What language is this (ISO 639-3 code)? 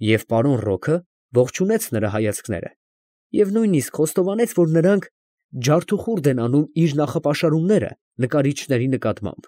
hye